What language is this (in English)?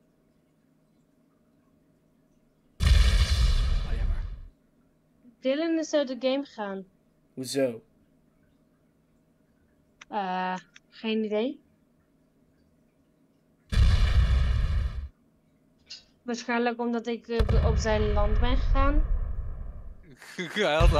Dutch